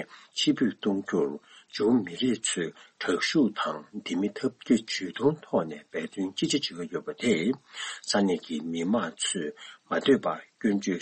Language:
Tibetan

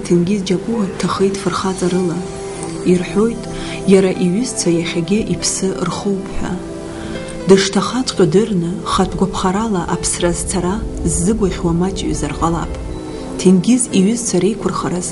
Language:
Abkhazian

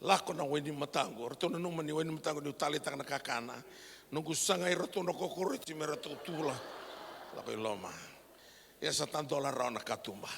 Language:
Fijian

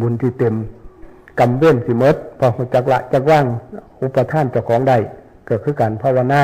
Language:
Northeastern Thai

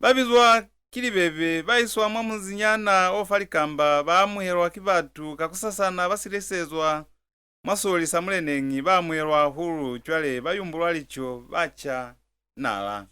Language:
Lozi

